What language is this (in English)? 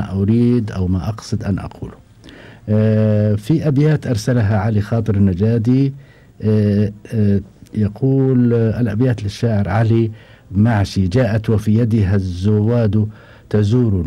Gulf Arabic